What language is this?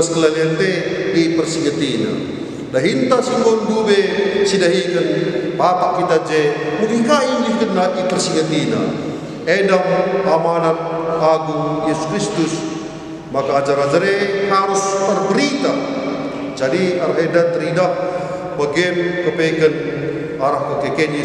Batak Karo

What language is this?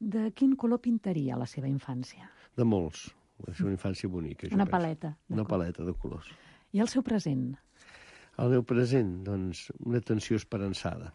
Catalan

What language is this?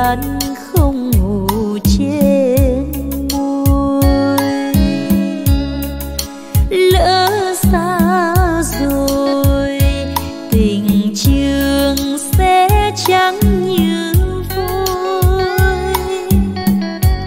Vietnamese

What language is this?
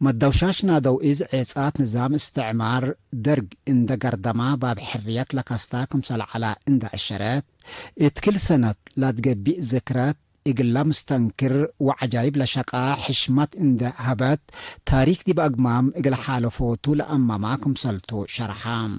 Tigre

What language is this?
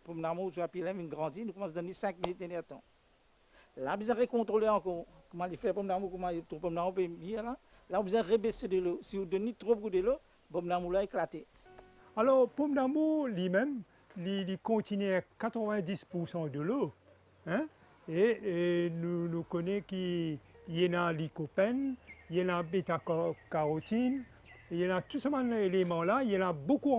Morisyen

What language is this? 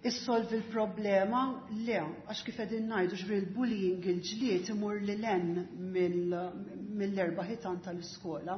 Maltese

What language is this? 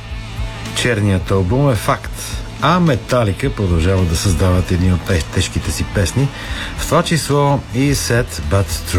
Bulgarian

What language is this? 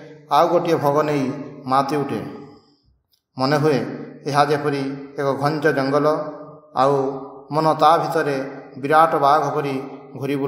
Odia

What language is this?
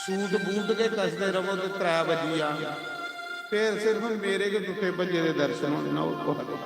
Dogri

